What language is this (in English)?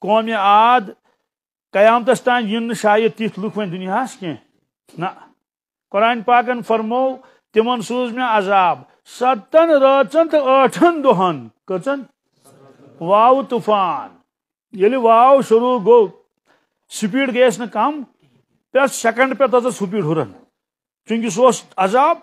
Kashmiri